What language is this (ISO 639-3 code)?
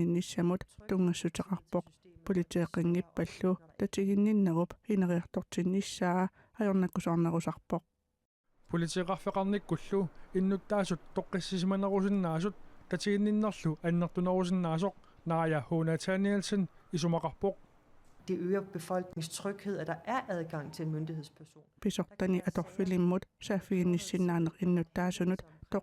kal